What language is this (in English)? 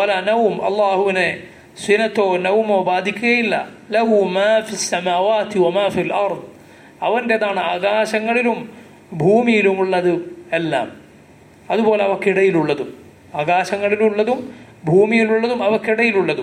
Malayalam